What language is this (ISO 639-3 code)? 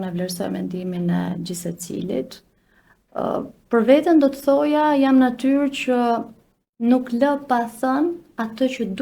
sqi